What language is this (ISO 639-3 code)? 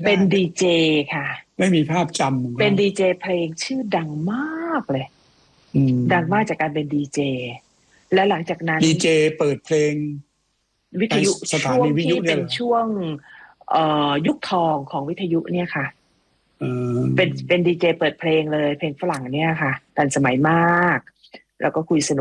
tha